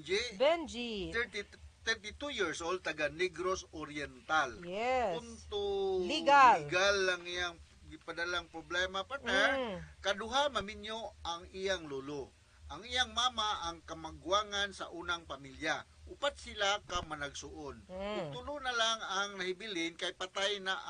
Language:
Cebuano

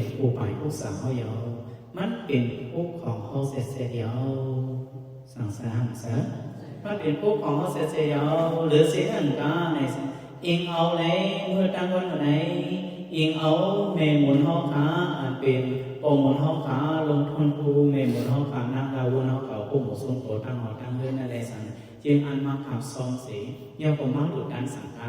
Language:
Shan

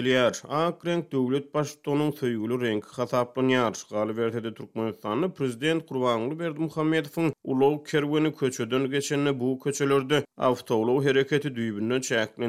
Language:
Turkmen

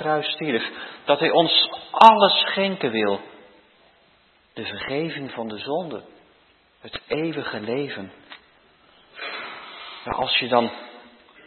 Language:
Dutch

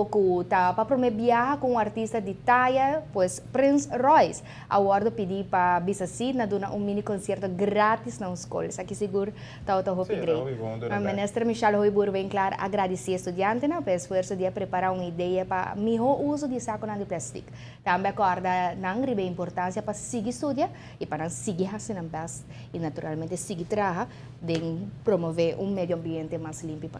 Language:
Papiamento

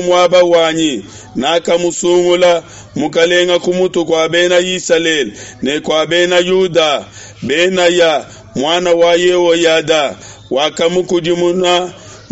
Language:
Luba-Lulua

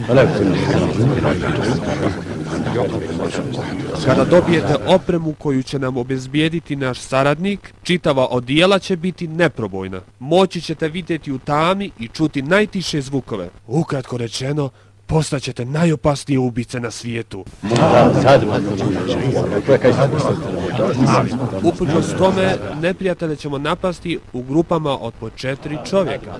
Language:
Bosnian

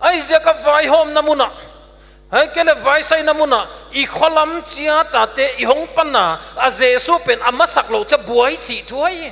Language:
Paite Chin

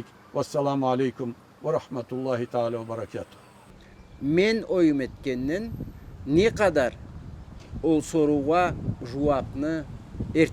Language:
Karachay-Balkar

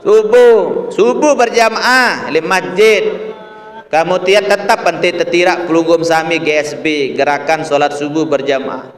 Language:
Sasak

